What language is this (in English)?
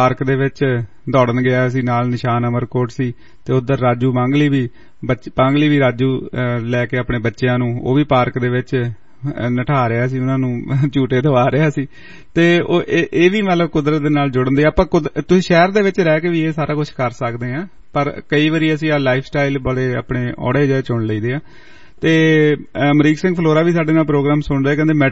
Punjabi